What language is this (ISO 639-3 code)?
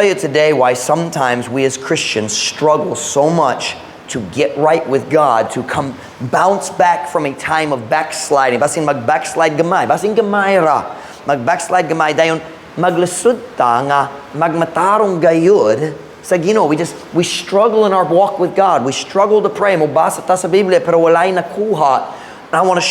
ceb